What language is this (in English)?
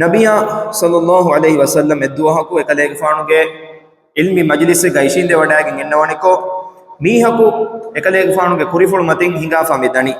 Divehi